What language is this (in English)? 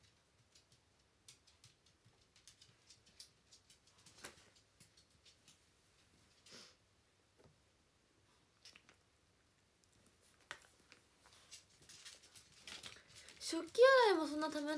Japanese